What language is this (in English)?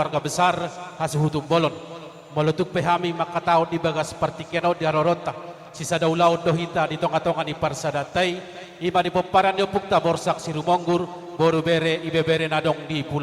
Batak Toba